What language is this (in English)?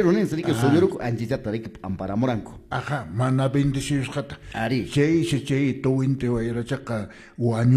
Quechua